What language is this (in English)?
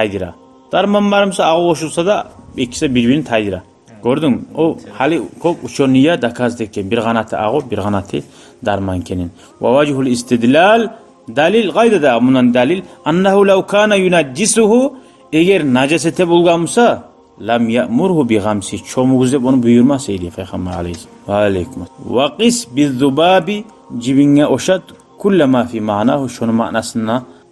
Kumyk